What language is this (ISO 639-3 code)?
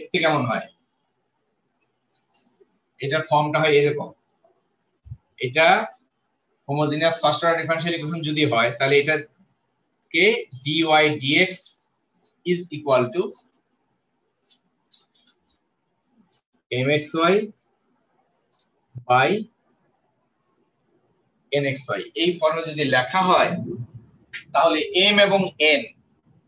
ben